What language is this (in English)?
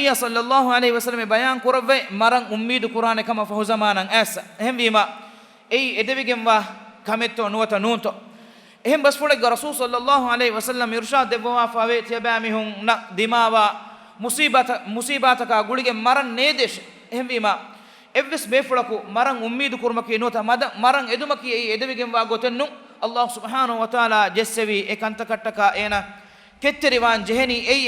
Divehi